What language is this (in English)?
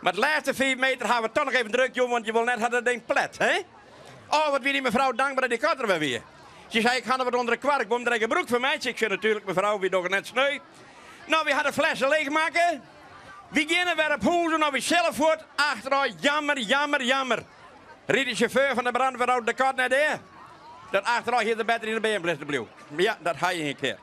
Western Frisian